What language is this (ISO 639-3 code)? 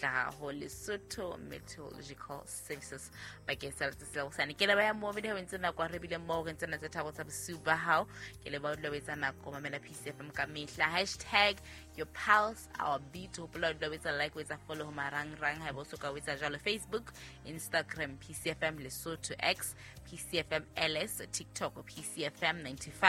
sot